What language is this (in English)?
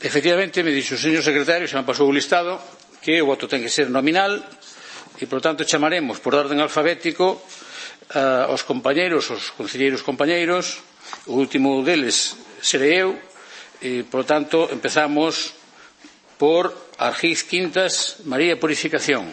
Galician